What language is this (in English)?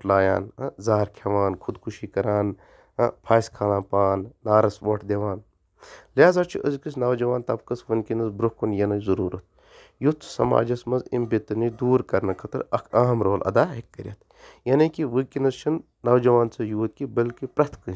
Kashmiri